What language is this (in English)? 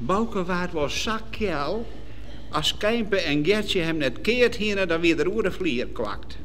Western Frisian